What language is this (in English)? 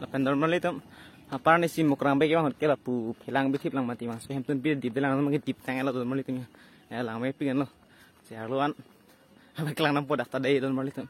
Karbi